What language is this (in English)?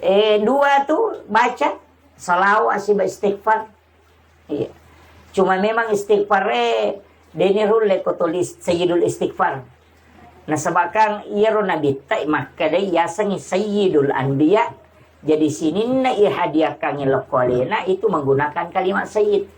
Buginese